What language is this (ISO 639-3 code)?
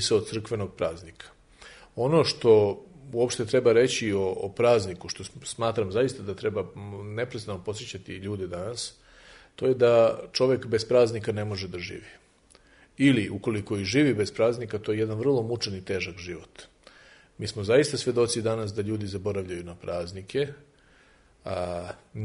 srp